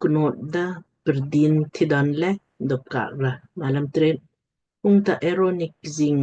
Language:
Lamkang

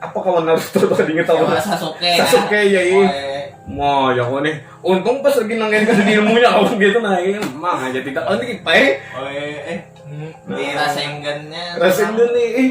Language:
Banjar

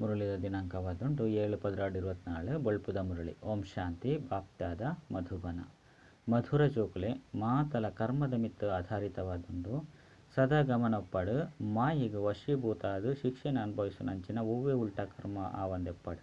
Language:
Tulu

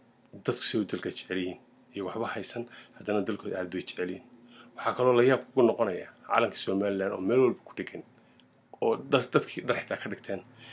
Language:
Somali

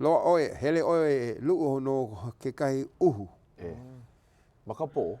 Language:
Hawaiian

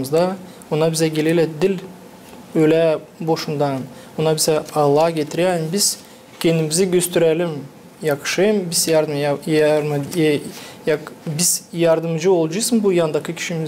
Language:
Gagauz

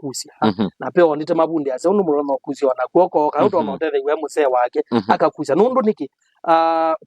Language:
Kamba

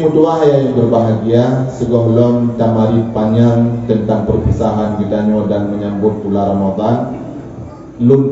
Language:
Achinese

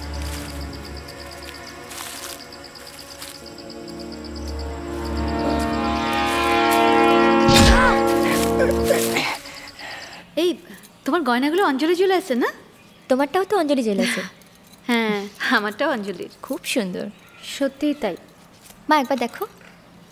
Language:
Bangla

